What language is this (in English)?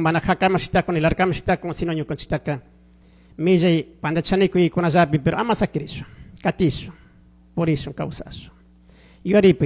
Chimborazo Highland Quichua